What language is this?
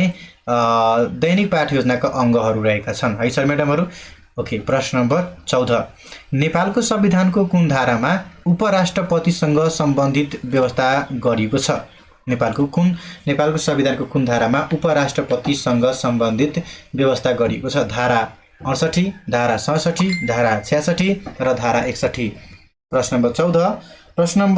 Nepali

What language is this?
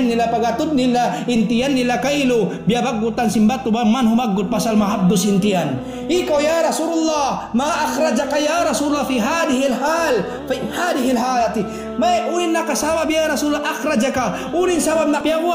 Tausug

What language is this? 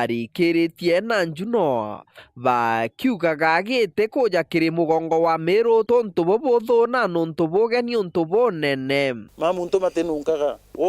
Meru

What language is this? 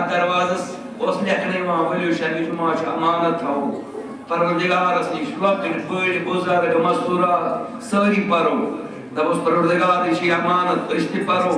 Kashmiri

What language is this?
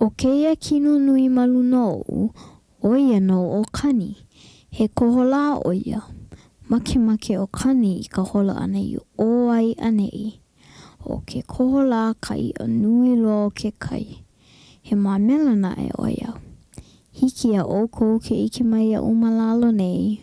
Hawaiian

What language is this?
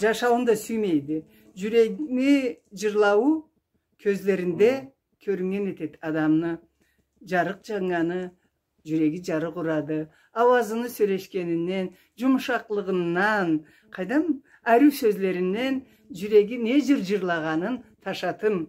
Karachay-Balkar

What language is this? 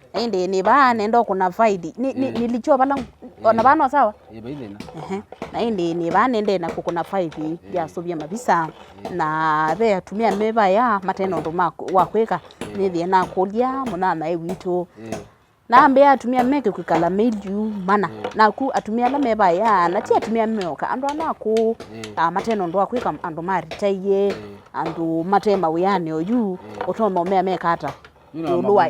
Kamba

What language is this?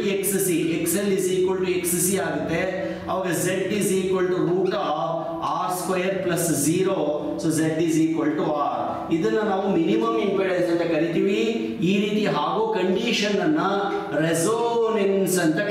Kannada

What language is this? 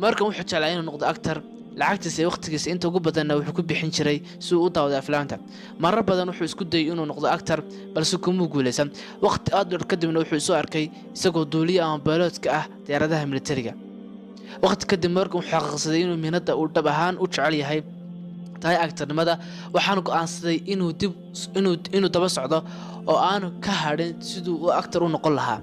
Somali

